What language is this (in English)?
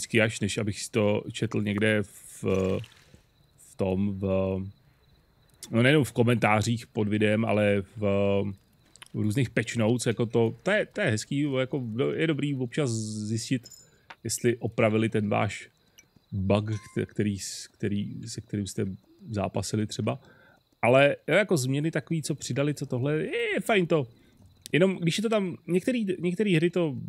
Czech